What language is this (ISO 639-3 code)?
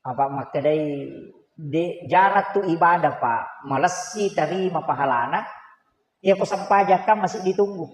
bug